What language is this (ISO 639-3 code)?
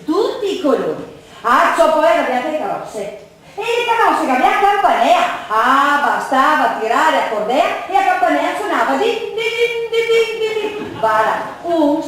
vec